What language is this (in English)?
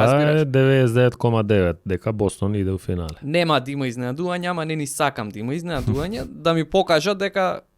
Macedonian